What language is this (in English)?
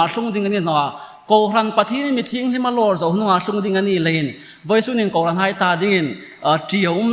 Hmar